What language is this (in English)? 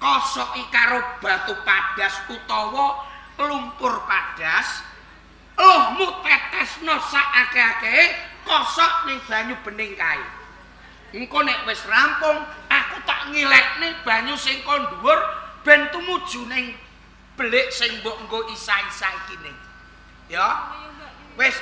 Javanese